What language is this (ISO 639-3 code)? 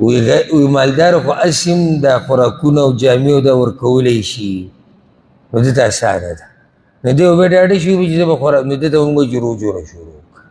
pus